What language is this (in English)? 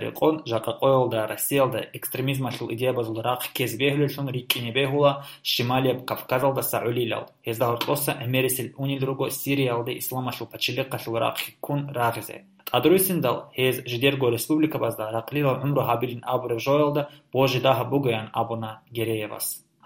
Avaric